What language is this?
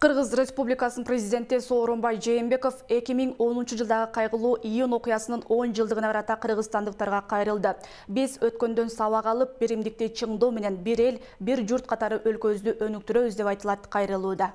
Kyrgyz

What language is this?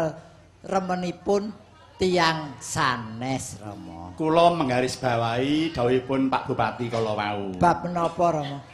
Javanese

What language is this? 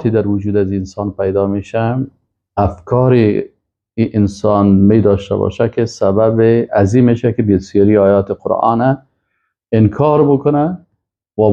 Persian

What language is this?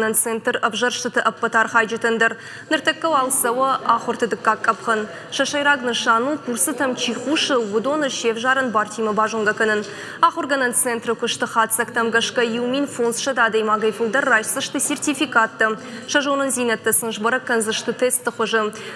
Ossetic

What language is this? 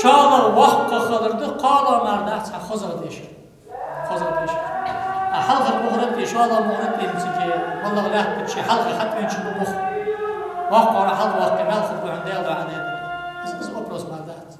Ingush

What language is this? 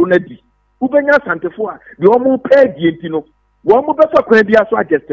Akan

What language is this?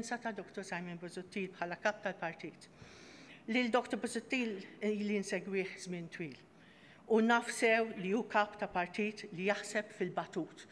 Maltese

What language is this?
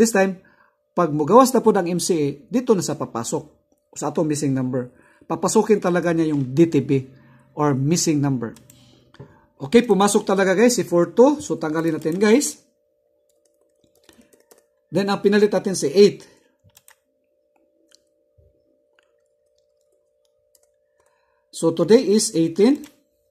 Filipino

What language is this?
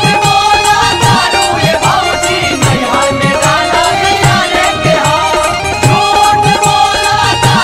Bhojpuri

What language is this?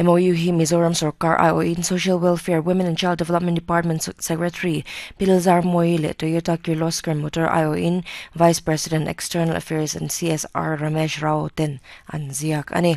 Mizo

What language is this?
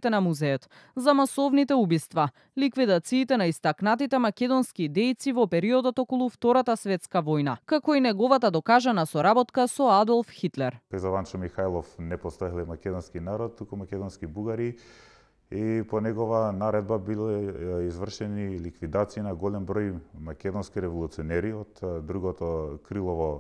Macedonian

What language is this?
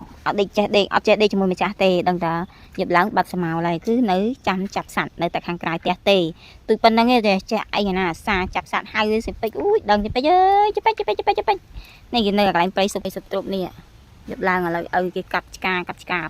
Khmer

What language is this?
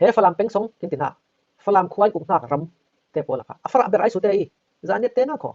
Falam Chin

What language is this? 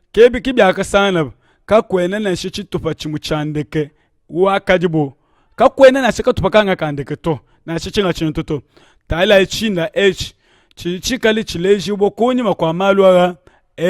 Luba-Lulua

